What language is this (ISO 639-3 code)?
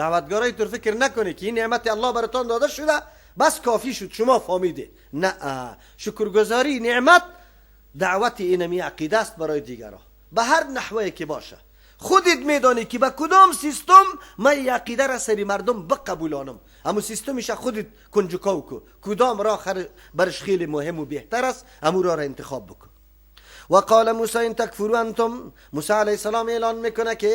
fas